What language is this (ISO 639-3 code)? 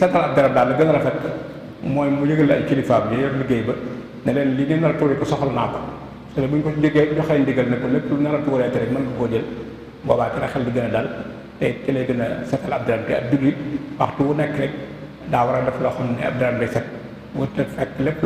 wol